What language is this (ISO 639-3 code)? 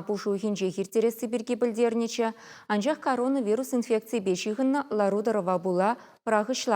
chv